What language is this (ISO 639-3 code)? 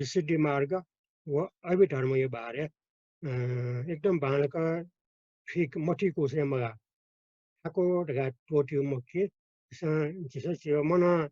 new